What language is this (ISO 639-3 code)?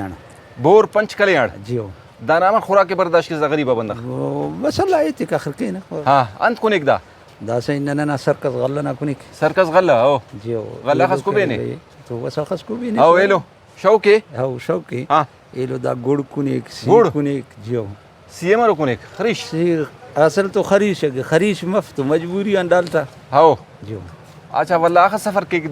brh